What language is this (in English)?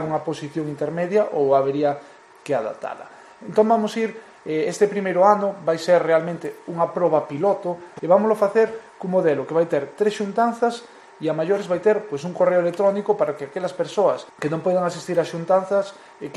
Galician